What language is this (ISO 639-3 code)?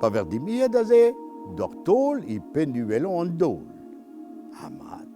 bre